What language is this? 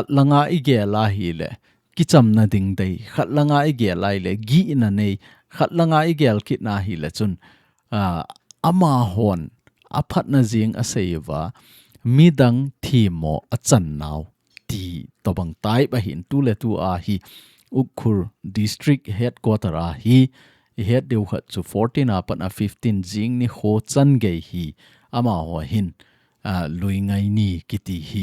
Thado Chin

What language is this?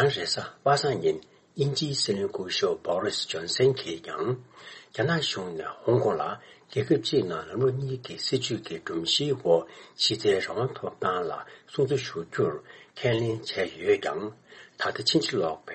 Tibetan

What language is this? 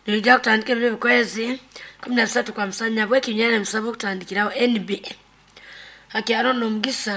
Nyoro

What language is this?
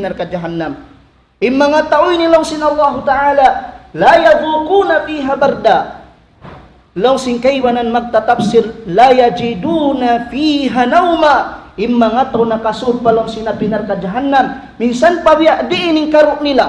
Tausug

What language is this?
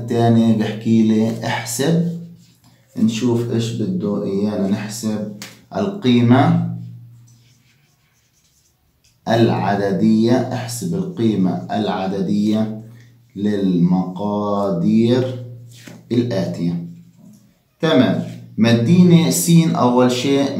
South Levantine Arabic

